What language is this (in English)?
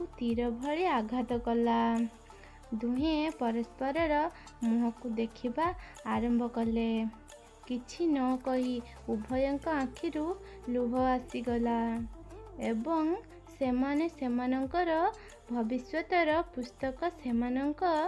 Odia